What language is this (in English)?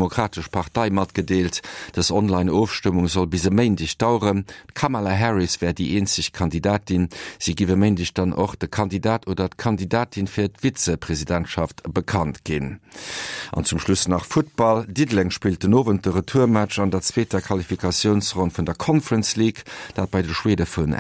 Luxembourgish